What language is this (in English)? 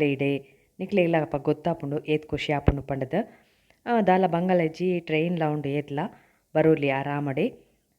Tulu